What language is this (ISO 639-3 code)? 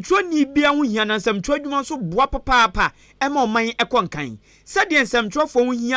aka